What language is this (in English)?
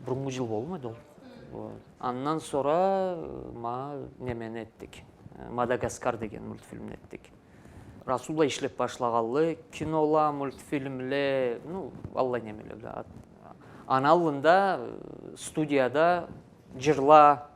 Karachay-Balkar